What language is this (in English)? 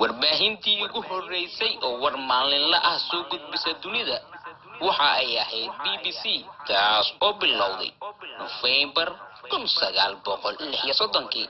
Somali